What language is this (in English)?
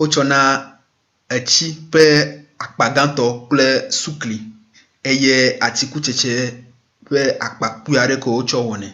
Ewe